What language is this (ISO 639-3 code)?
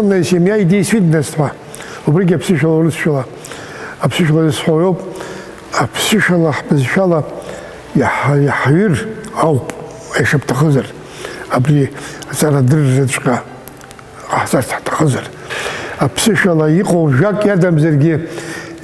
abk